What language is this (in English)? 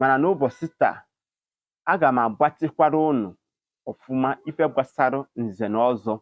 Igbo